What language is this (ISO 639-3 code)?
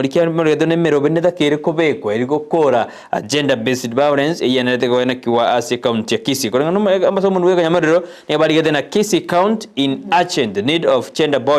guz